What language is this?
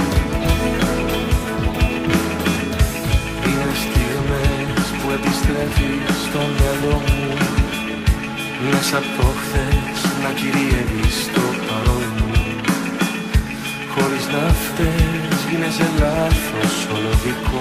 Greek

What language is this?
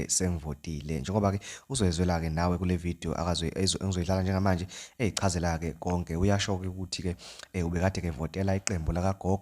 Zulu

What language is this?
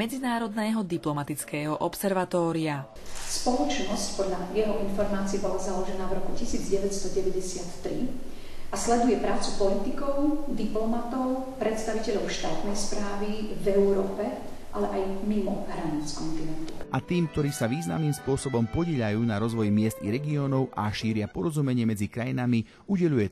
Slovak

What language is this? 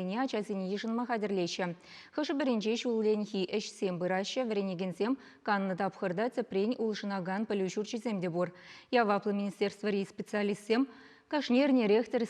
Chuvash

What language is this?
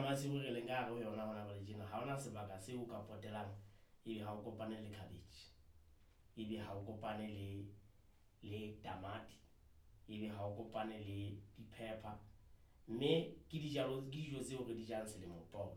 Southern Sotho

